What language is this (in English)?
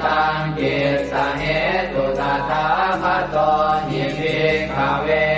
Pali